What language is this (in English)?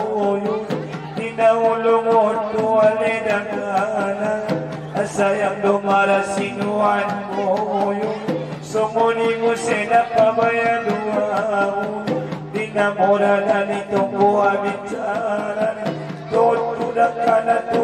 Batak Angkola